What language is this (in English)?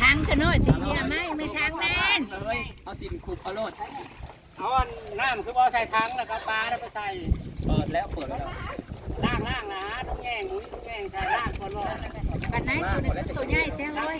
Northeastern Thai